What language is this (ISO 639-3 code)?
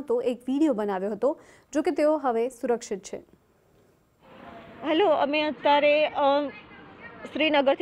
guj